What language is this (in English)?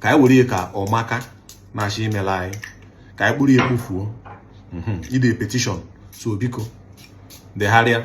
Igbo